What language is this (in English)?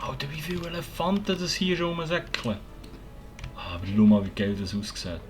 Swiss German